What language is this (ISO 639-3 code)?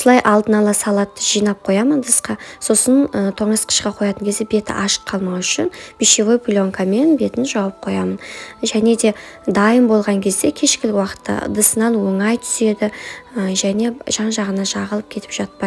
kaz